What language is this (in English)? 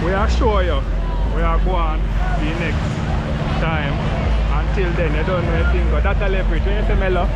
Jamaican Creole English